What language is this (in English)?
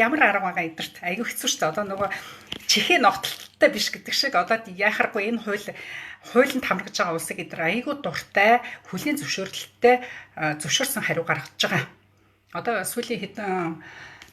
Mongolian